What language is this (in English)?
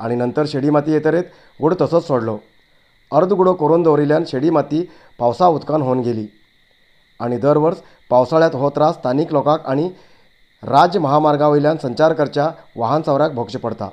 Konkani